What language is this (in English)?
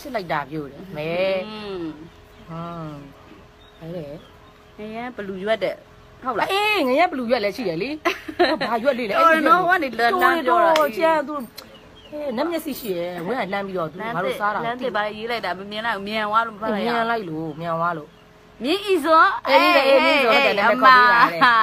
Burmese